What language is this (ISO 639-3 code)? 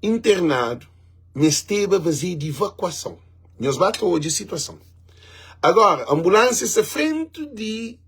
kea